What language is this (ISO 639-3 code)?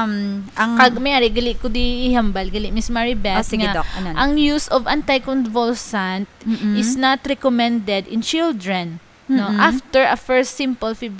hil